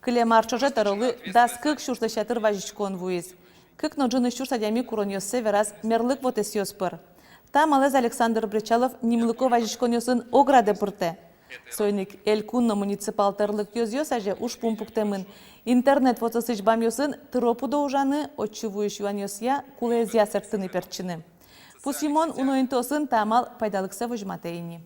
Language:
Udmurt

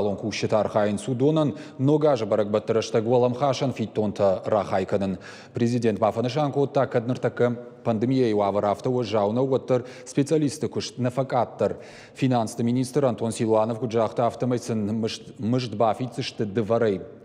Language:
Ossetic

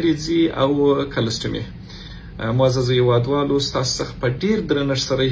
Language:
Pashto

